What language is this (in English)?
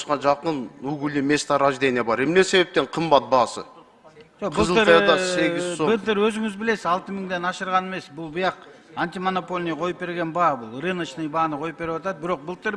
Kyrgyz